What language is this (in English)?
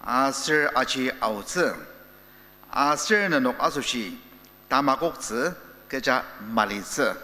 Ao Naga